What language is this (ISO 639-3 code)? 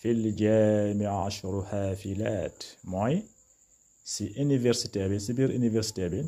wol